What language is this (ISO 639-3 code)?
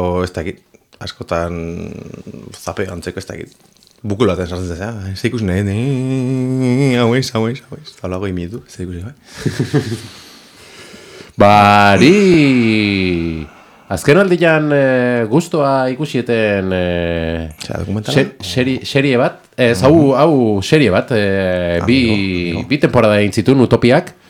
eus